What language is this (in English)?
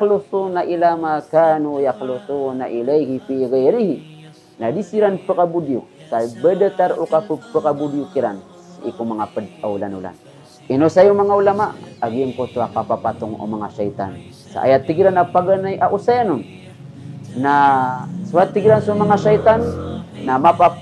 Maranao